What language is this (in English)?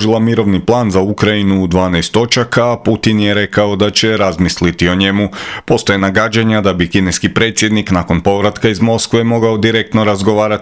Croatian